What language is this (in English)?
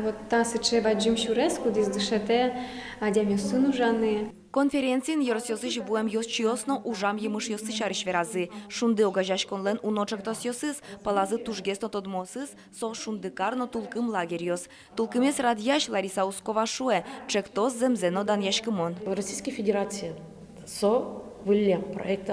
Udmurt